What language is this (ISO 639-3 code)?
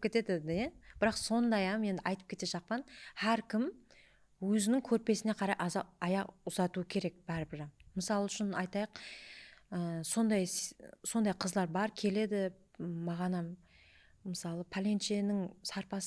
kaa